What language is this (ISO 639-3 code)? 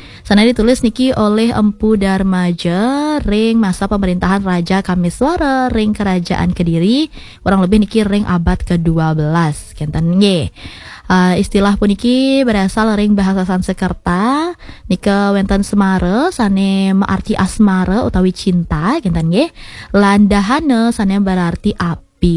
ban